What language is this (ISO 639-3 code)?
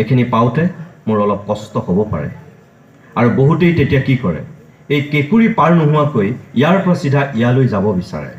asm